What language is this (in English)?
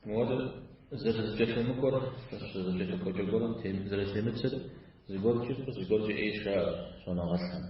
Kabardian